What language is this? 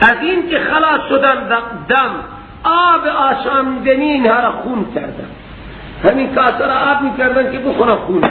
Persian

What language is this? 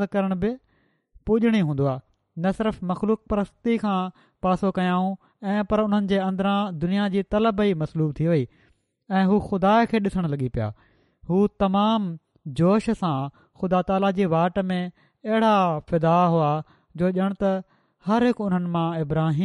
Sindhi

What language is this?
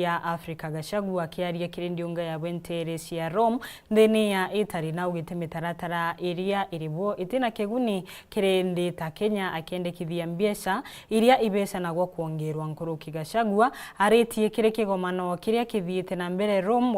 Meru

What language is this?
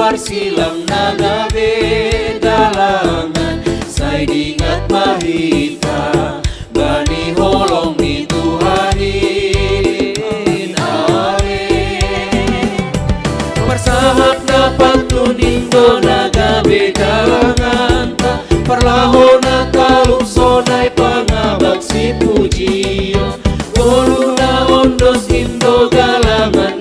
Batak Simalungun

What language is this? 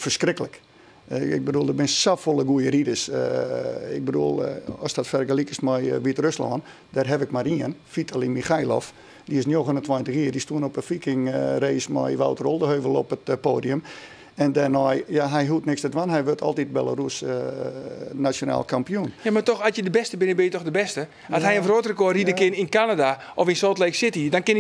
Western Frisian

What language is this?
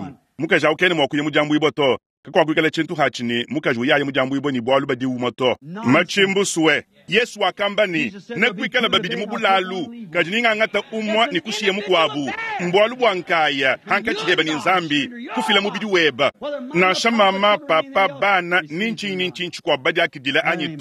Luba-Lulua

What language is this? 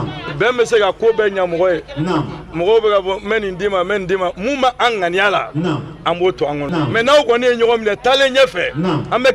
Bambara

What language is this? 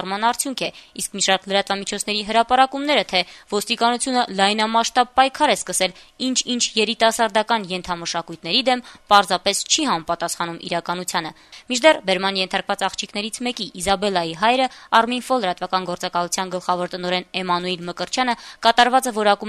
Armenian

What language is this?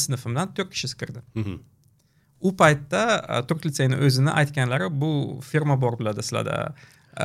Uzbek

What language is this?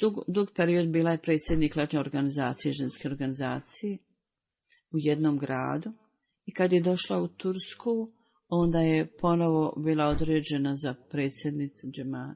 Bosnian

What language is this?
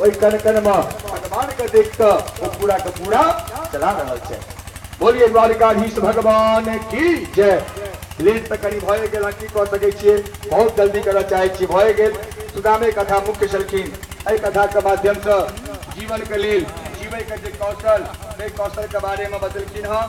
Maithili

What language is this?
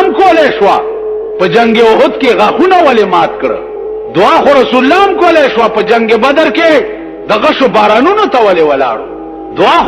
Pashto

